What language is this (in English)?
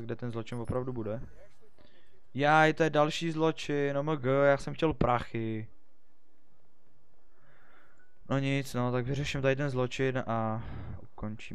Czech